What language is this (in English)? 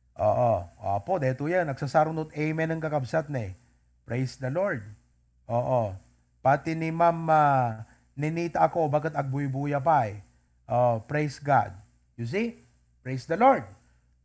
Iloko